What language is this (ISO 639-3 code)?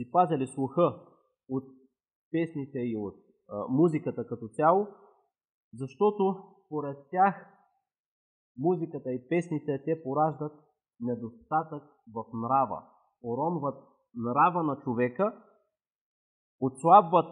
bul